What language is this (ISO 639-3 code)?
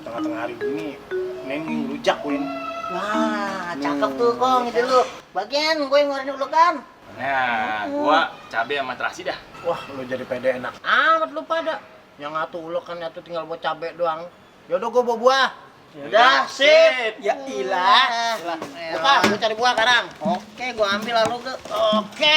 bew